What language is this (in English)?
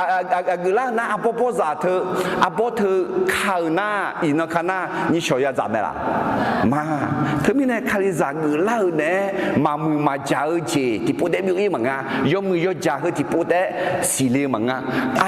Akha